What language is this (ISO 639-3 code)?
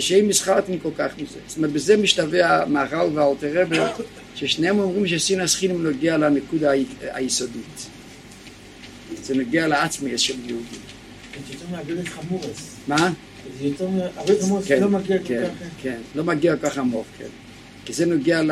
heb